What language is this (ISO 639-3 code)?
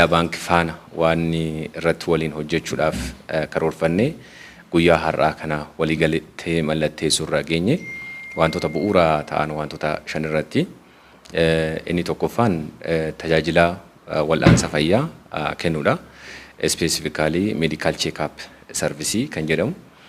orm